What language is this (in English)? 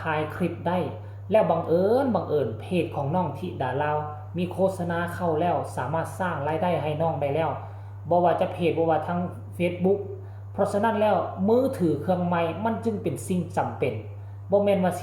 Northeastern Thai